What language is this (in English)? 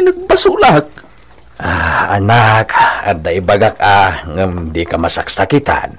Iloko